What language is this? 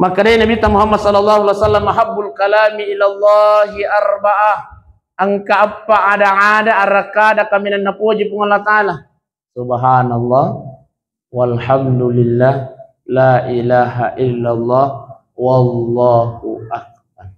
Buginese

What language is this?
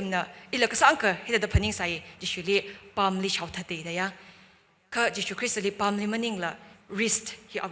Tangkhul Naga (India)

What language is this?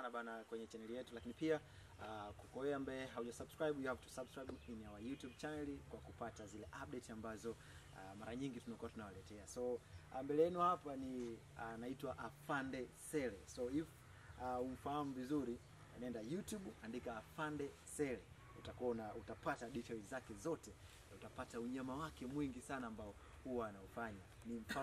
Swahili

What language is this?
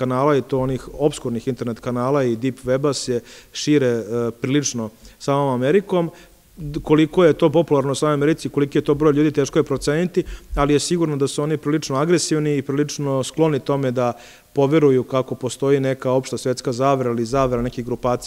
Serbian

